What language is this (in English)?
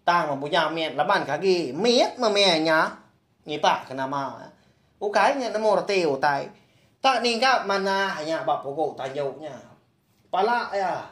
Iban